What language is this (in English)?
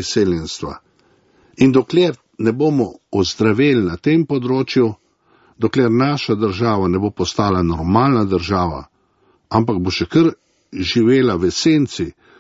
Slovenian